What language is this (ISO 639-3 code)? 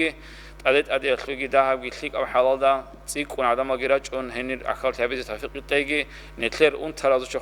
ava